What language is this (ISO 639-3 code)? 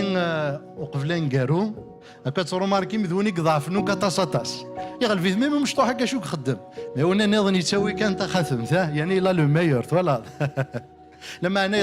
kab